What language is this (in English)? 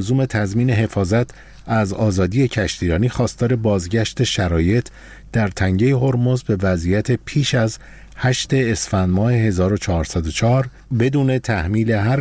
Persian